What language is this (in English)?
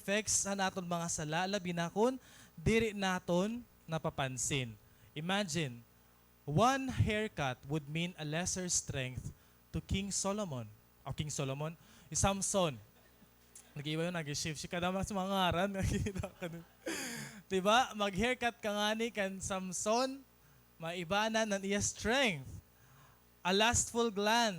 Waray